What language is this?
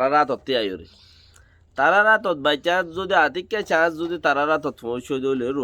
Rohingya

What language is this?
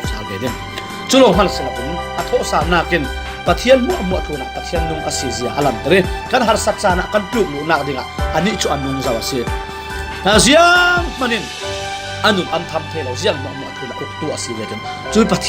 Falam Chin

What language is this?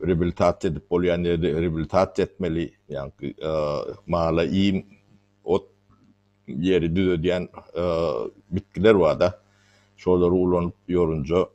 Turkmen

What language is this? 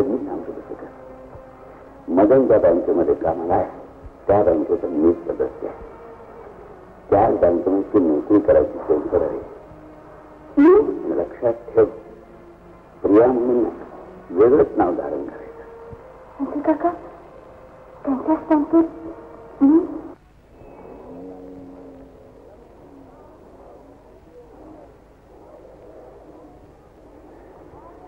Marathi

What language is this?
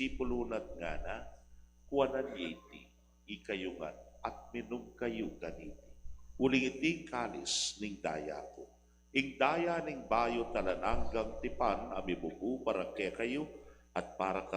Pampanga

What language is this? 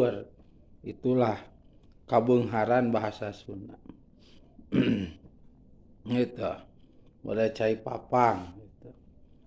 Sundanese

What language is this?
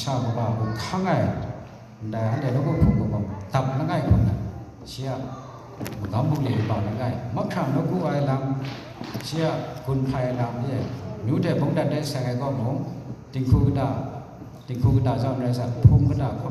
Kachin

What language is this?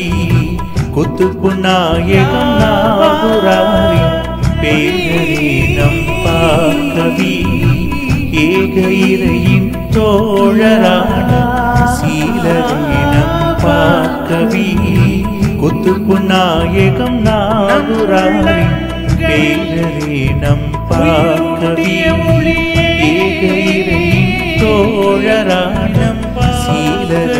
Tamil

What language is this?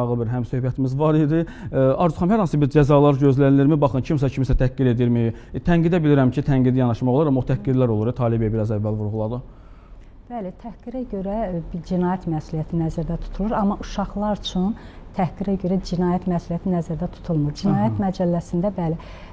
Azerbaijani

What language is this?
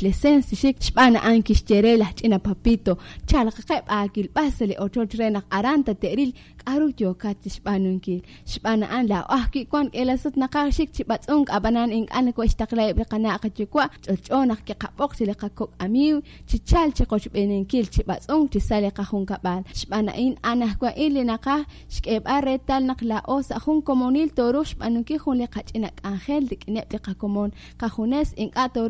Kekchí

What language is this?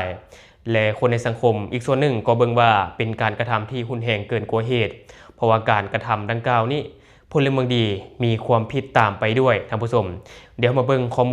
Lao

